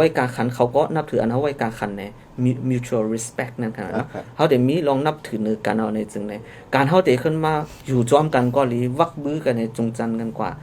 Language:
Shan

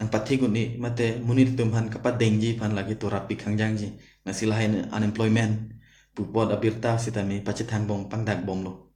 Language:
Karbi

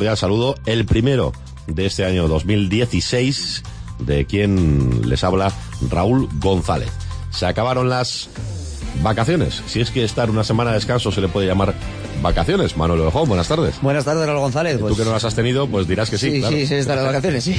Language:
Spanish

